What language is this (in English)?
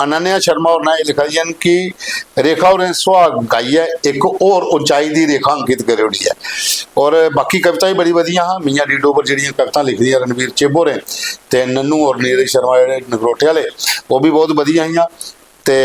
Dogri